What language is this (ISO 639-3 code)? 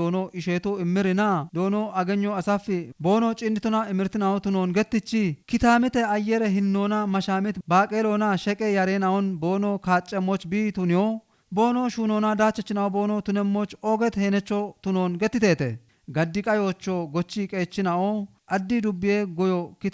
kbr